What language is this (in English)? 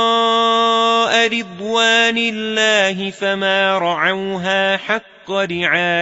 Arabic